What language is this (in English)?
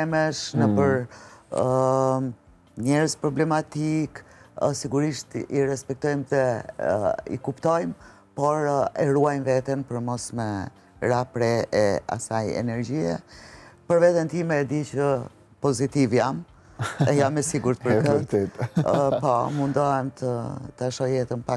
Albanian